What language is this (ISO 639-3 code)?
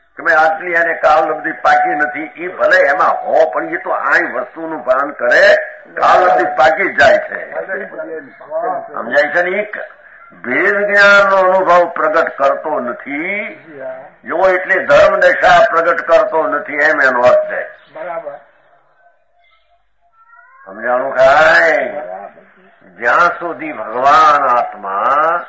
guj